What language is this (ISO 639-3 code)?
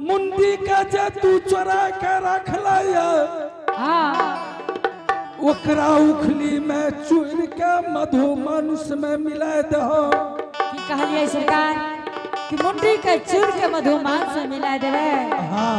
anp